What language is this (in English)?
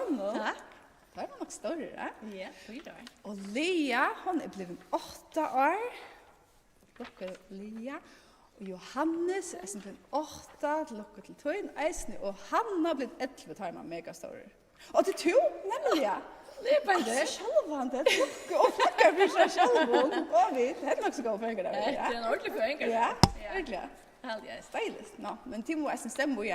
Faroese